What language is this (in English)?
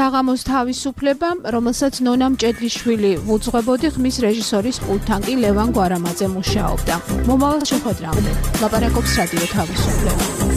Georgian